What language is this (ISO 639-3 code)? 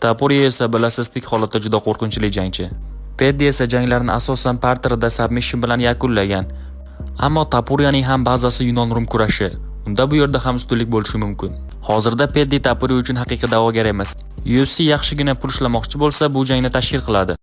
uzb